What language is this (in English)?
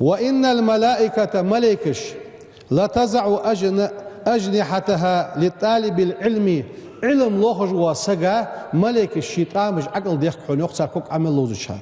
Ingush